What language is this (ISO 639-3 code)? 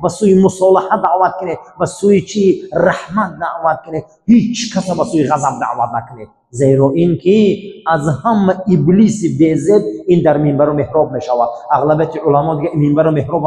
fas